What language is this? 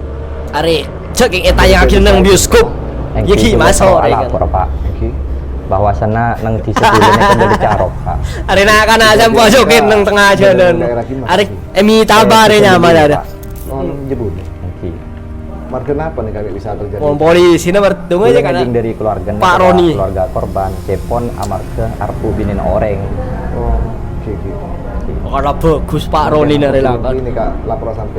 Madurese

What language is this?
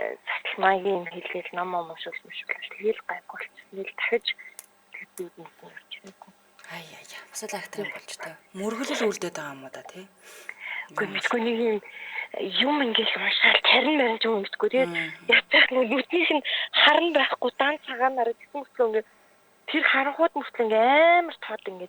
Mongolian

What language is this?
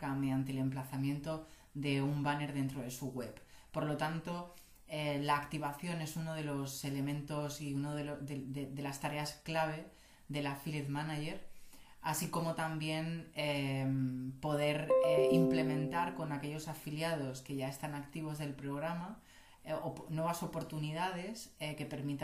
Spanish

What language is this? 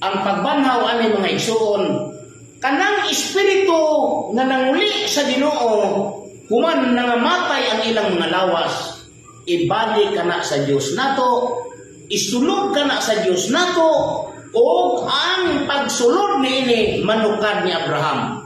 Cebuano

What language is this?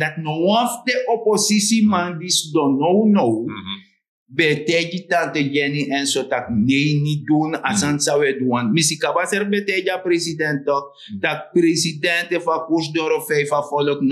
Sranan Tongo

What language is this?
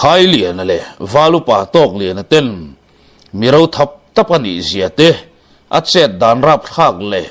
Mizo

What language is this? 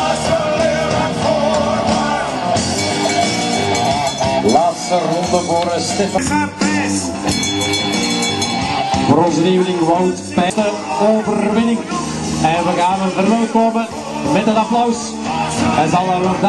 Dutch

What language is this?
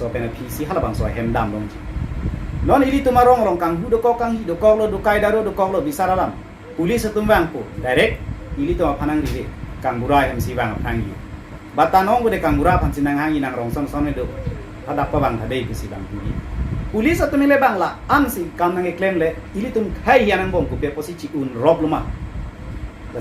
Karbi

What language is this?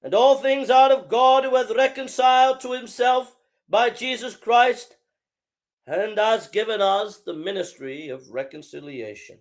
English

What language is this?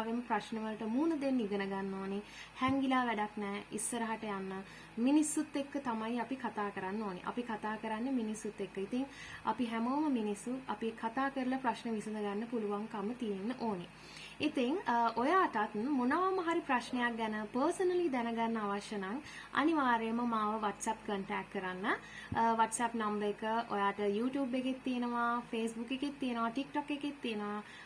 Sinhala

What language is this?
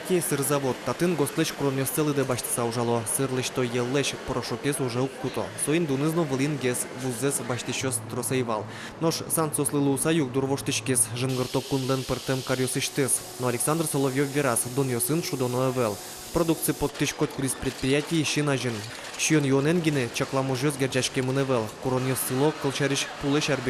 Udmurt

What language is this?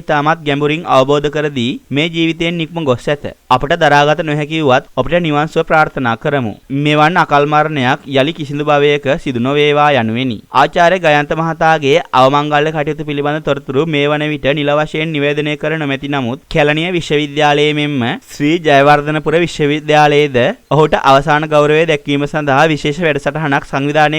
Sinhala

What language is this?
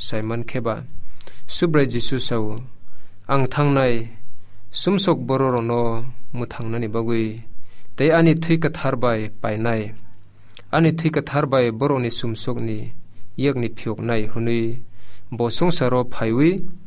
Kok Borok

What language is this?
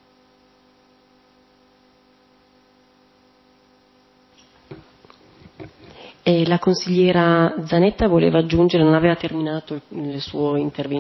Italian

